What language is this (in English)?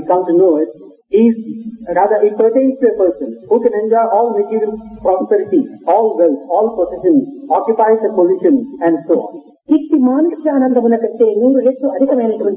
Telugu